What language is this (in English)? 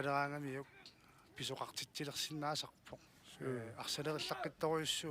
Kalaallisut